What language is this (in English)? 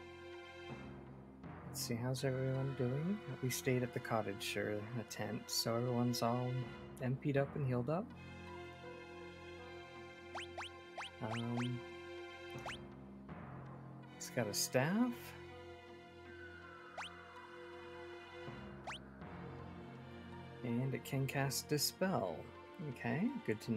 English